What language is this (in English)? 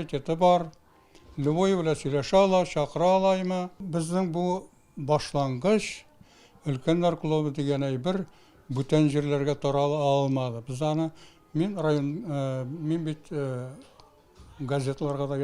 Tatar